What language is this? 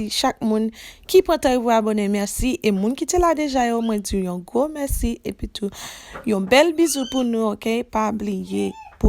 Haitian Creole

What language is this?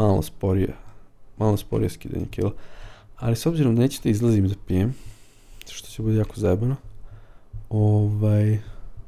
Serbian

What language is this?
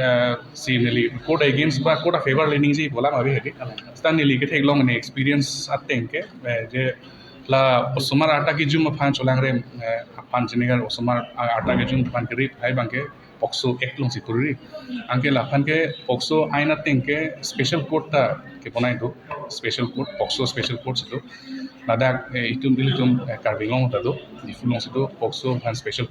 Karbi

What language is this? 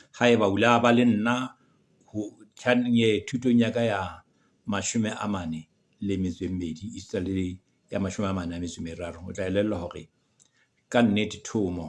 Southern Sotho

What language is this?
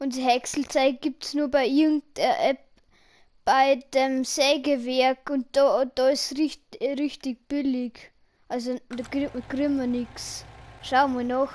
Bavarian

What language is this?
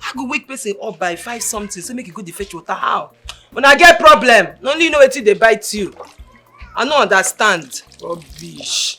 Nigerian Pidgin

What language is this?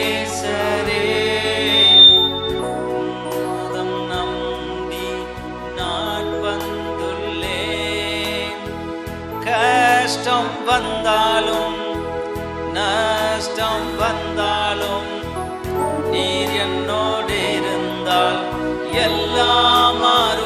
Tamil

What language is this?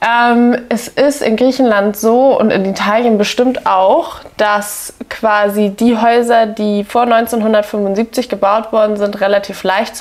German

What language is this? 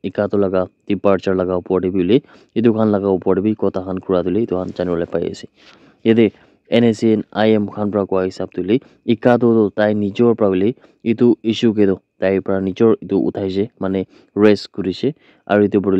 Naga Pidgin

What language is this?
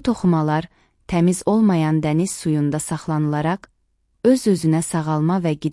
Azerbaijani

